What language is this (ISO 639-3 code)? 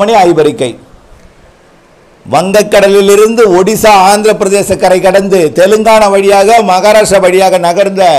tam